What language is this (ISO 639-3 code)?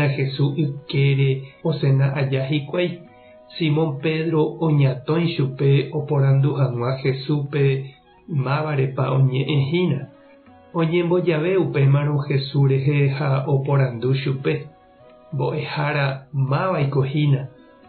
grn